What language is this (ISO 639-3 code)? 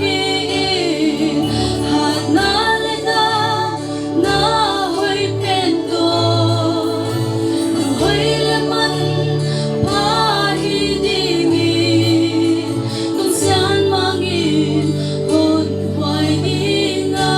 pck